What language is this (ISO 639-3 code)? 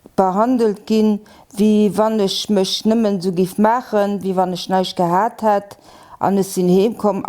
ltz